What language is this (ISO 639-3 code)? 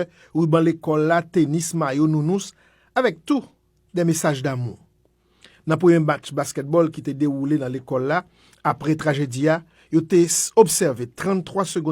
hat